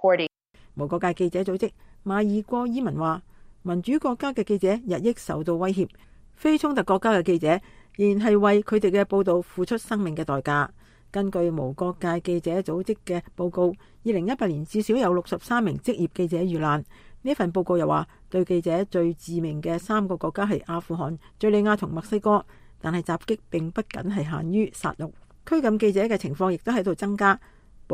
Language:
Cantonese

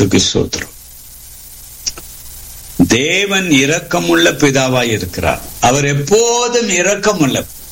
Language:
Tamil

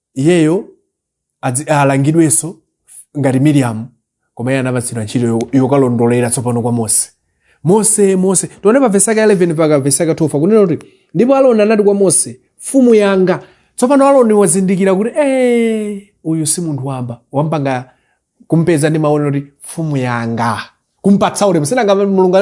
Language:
Nyanja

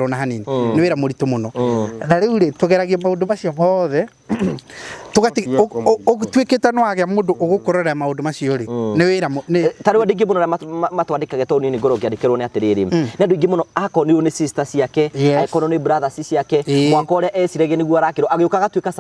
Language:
Kikuyu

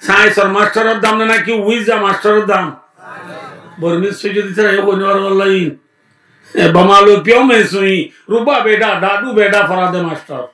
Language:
Rohingya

